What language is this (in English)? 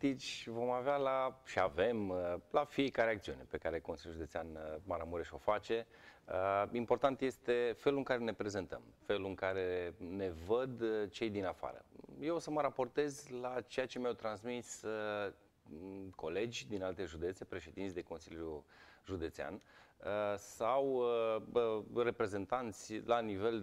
Romanian